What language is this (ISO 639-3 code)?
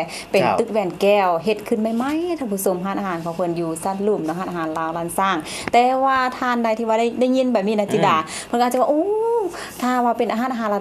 lao